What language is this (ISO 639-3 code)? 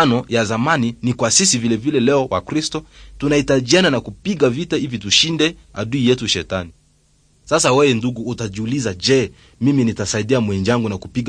swa